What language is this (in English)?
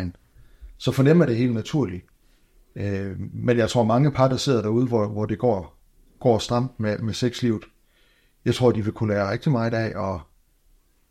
Danish